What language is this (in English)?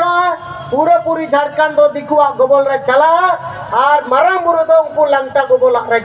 Santali